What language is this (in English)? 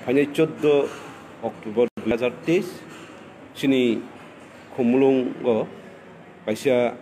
Kok Borok